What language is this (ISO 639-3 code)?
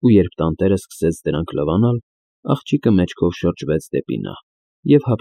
hye